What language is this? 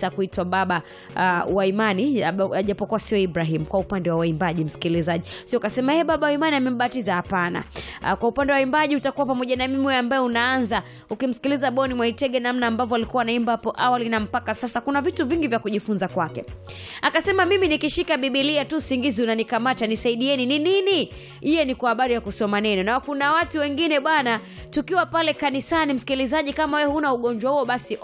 Swahili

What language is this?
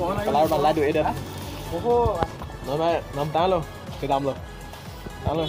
Karbi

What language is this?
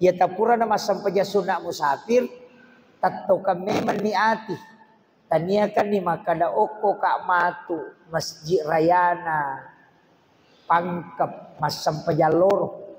Buginese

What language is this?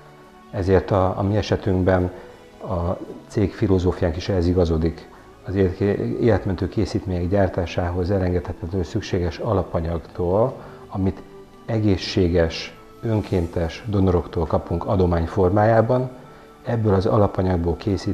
Hungarian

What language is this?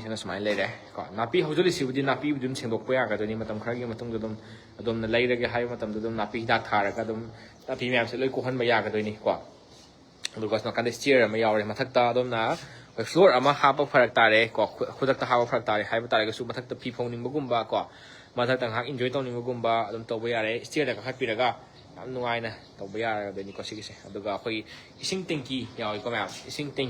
Manipuri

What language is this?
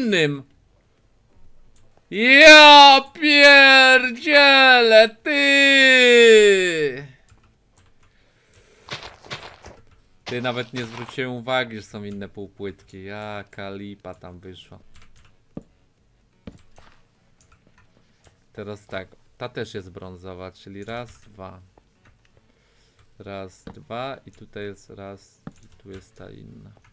Polish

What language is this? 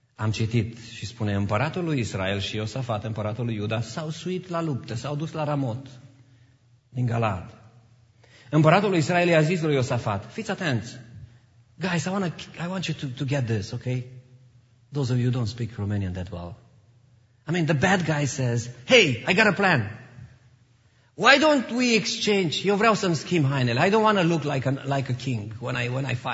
Romanian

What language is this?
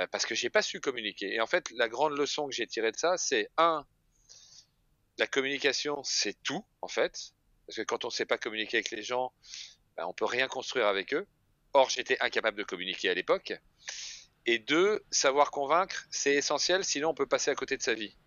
French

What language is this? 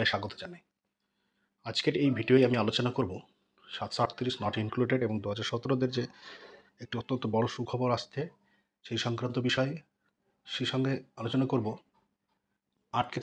Bangla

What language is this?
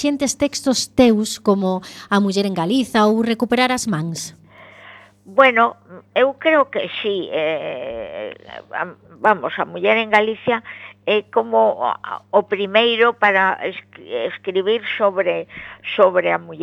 Galician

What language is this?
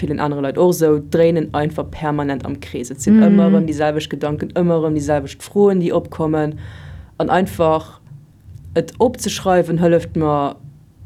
Luxembourgish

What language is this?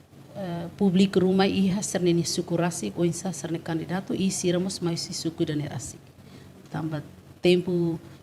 Tetum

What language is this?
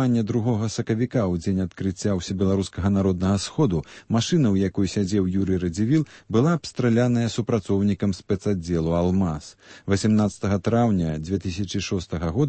Belarusian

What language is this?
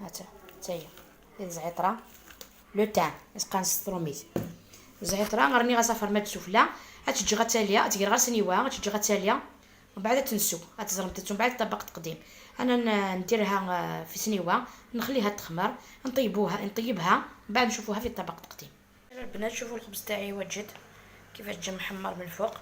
Algerian Arabic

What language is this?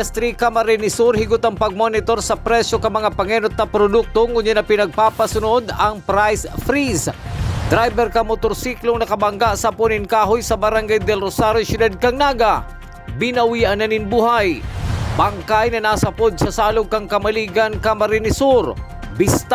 Bikol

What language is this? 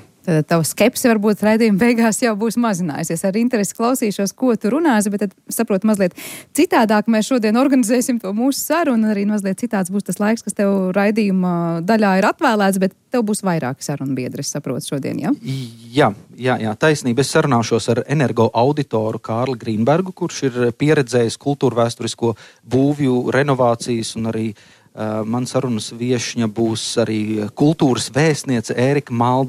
Latvian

